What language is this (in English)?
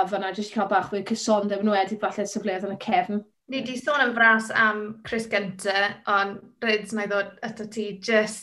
Welsh